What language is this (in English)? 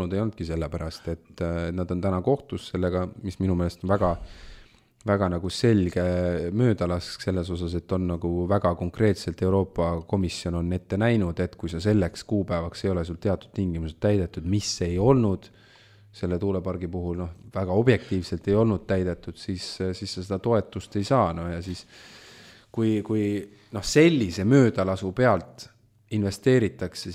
Estonian